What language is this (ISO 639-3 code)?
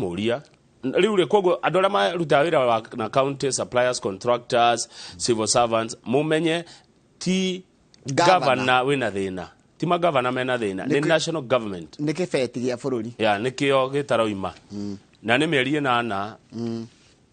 kik